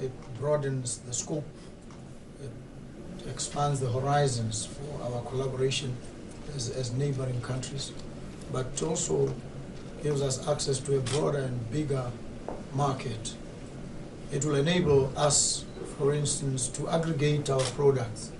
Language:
Tswana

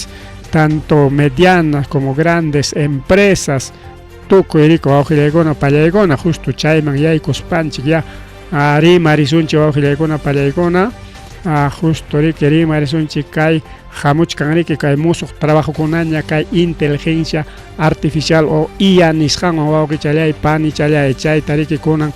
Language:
Ayacucho Quechua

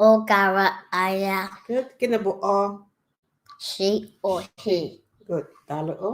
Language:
Igbo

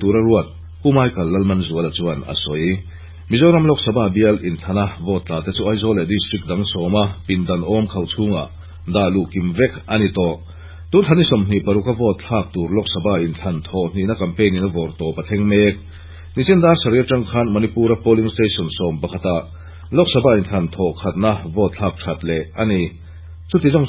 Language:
Mizo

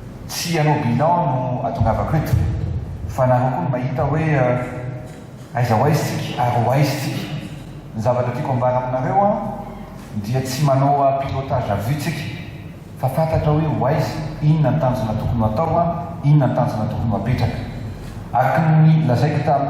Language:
Malagasy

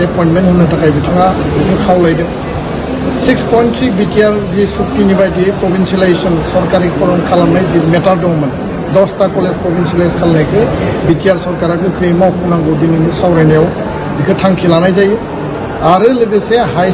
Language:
Bodo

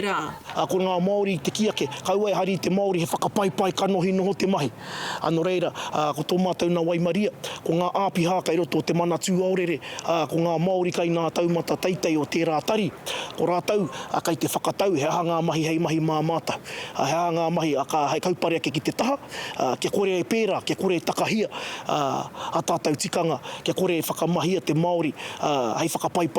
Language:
Māori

